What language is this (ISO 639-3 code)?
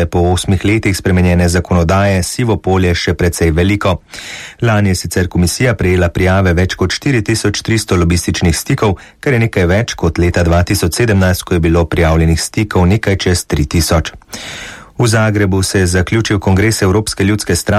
slv